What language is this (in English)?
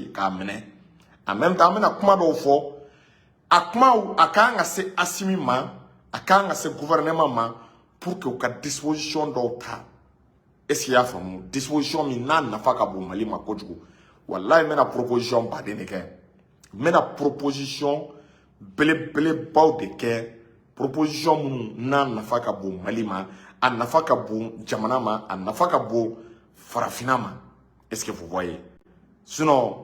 Bambara